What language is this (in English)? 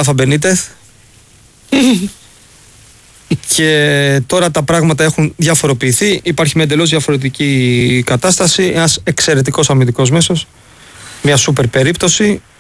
Greek